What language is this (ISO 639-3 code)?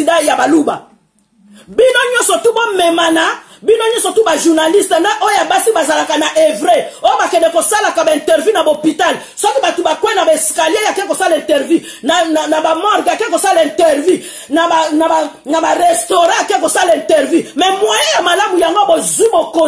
lin